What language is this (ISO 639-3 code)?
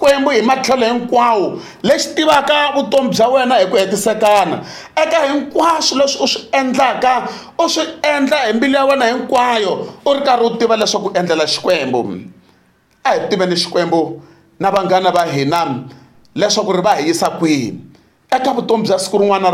tso